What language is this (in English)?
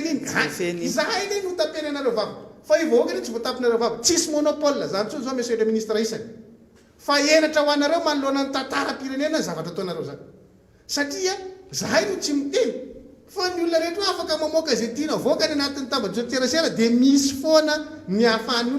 Malagasy